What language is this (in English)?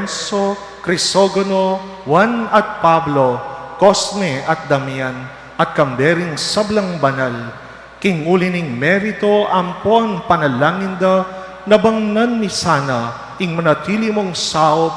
Pampanga